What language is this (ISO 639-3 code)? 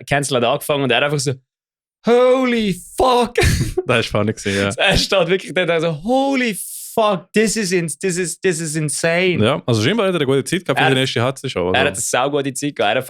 gsw